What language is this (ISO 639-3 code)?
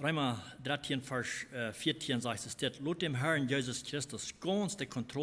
pdt